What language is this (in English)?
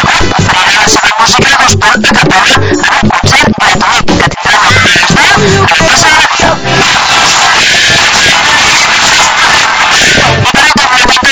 Catalan